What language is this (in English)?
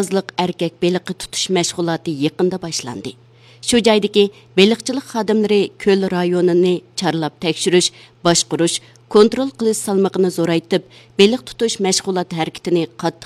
Uyghur